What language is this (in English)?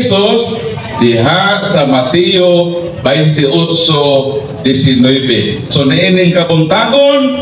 Cebuano